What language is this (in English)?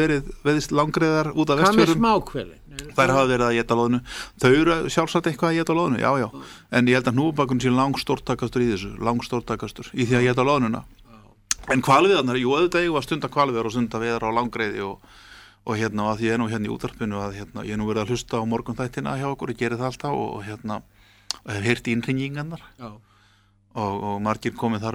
Icelandic